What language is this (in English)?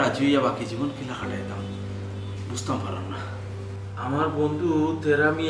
Sylheti